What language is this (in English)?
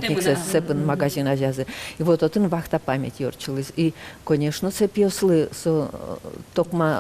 Udmurt